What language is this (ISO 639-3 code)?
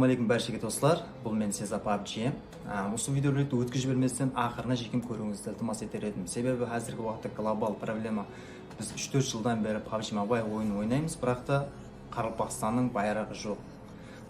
kaa